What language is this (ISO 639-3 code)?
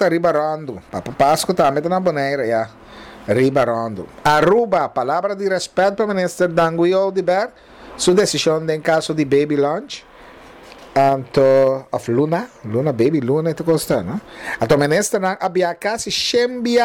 pap